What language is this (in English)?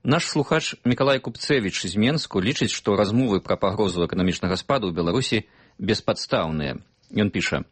Belarusian